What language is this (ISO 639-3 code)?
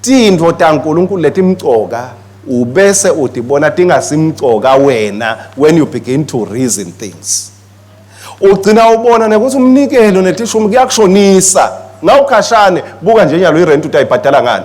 ssw